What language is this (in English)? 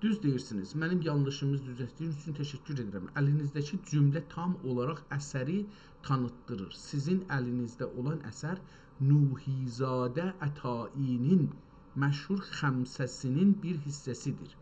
South Azerbaijani